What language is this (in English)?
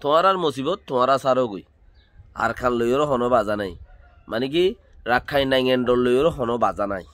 Rohingya